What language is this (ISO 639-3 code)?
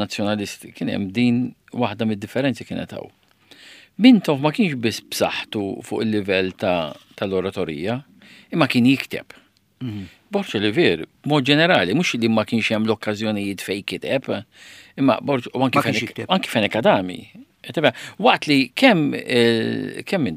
mlt